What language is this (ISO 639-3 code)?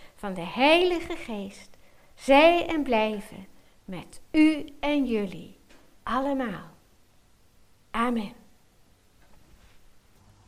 nld